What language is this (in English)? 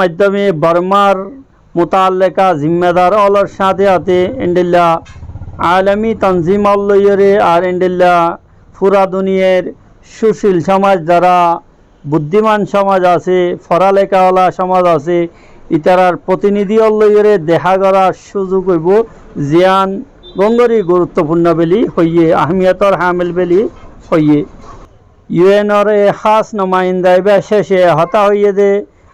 Rohingya